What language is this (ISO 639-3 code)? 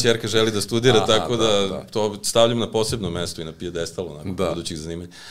srp